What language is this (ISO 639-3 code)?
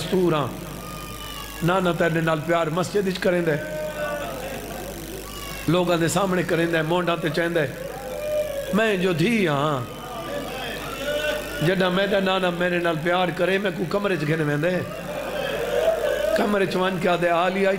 skr